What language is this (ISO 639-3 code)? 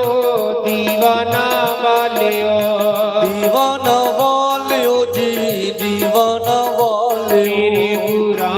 doi